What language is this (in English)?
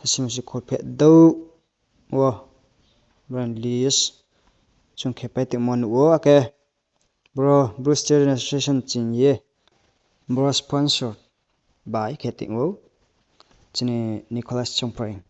Riang (India)